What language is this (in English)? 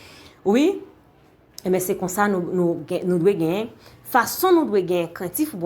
Haitian Creole